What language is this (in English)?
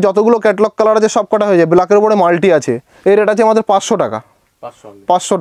Bangla